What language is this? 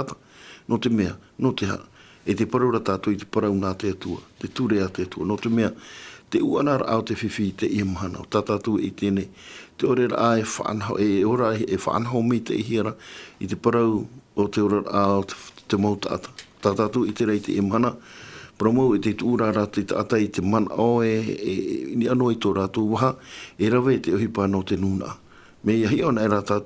Tahitian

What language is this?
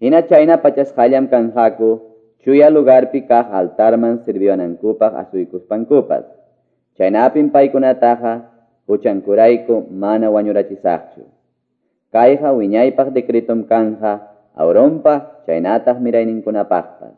Ayacucho Quechua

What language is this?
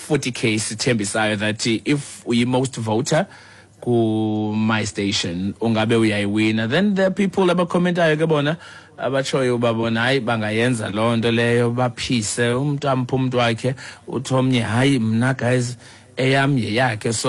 Xhosa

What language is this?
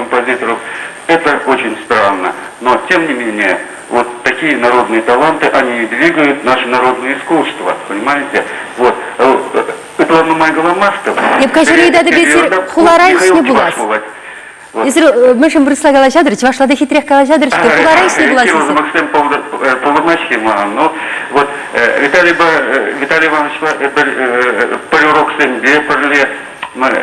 Chuvash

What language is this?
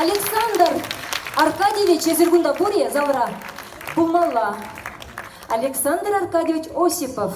Chuvash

